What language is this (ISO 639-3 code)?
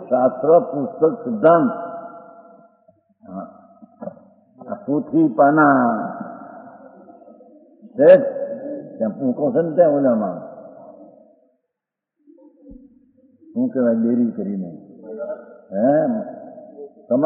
guj